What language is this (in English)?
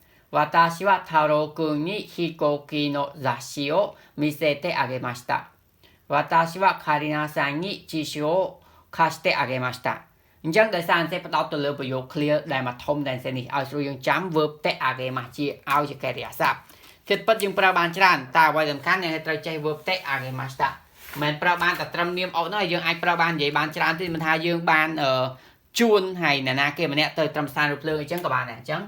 Khmer